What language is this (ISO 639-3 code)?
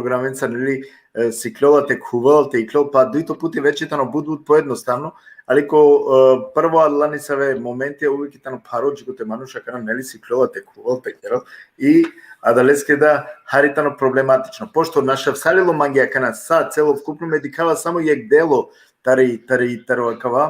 rmn